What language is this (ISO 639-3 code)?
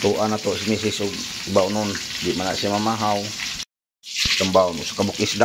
ceb